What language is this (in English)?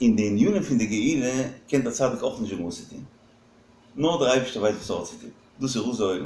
Yiddish